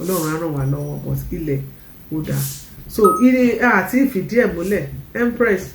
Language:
Yoruba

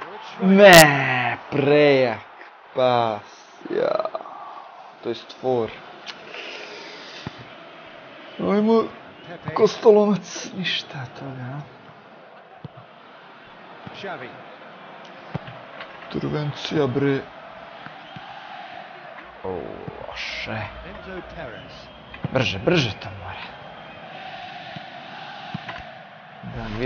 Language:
Serbian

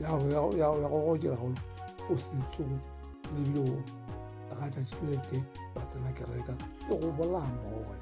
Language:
Northern Sotho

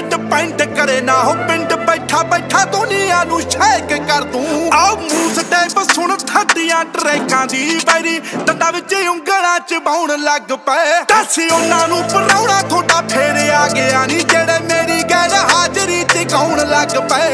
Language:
Punjabi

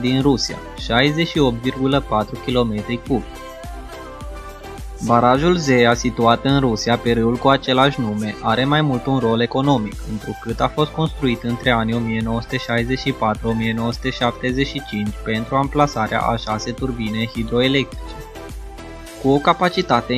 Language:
Romanian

